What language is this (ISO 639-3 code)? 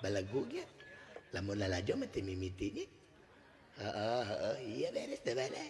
sun